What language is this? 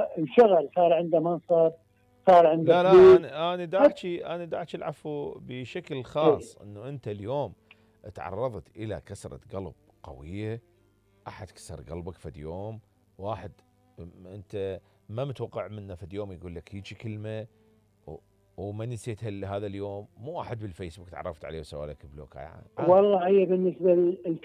Mesopotamian Arabic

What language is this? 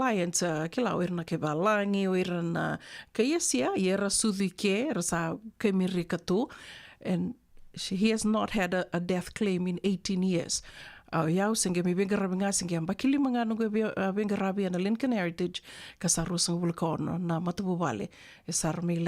Fijian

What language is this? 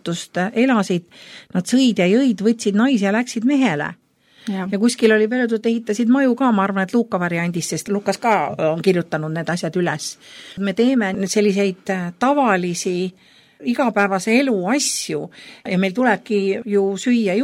Estonian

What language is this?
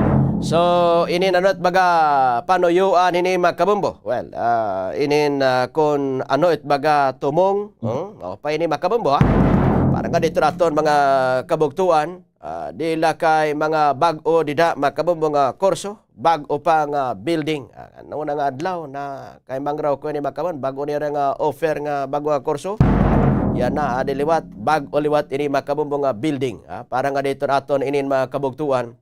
Waray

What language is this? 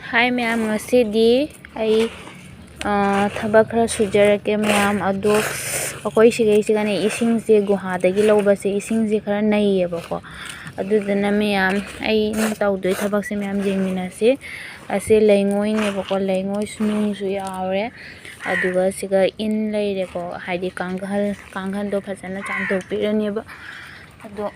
Manipuri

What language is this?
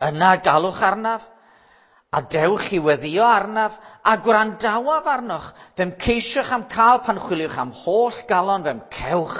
Welsh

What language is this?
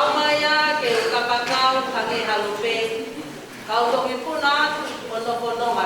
Tongan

